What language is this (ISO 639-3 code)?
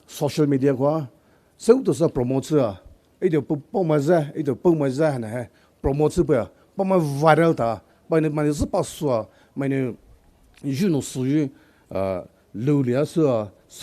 pmx